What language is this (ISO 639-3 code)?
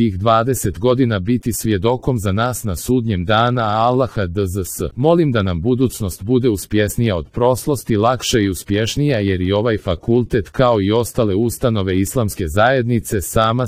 hrv